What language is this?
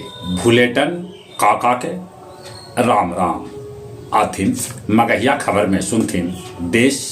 Magahi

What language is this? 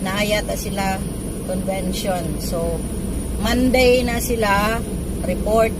Cebuano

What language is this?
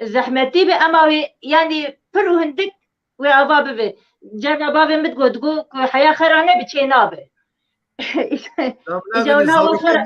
Kurdish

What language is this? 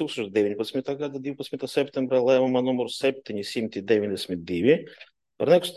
Latvian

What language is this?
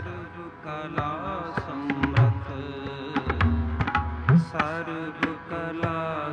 Punjabi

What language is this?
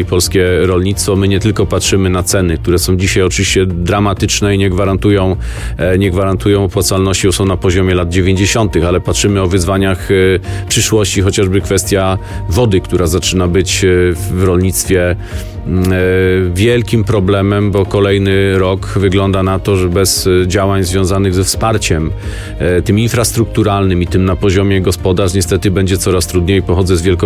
Polish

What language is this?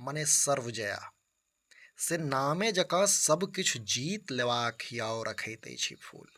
Maithili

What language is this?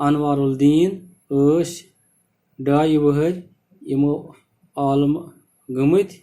Kashmiri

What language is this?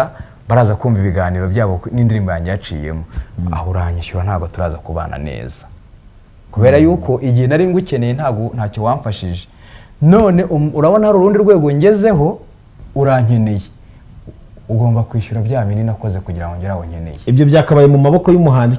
Kinyarwanda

